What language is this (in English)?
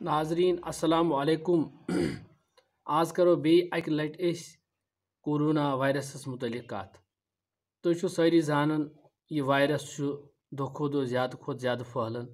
Kashmiri